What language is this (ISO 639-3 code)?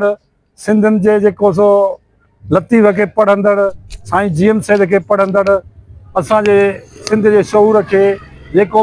snd